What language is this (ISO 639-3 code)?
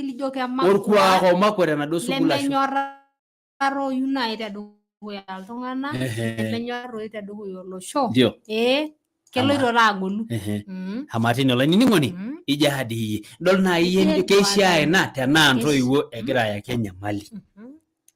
mas